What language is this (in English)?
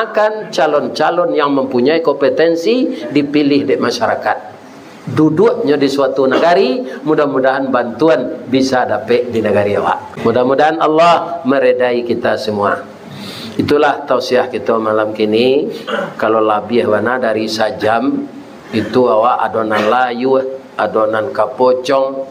Minangkabau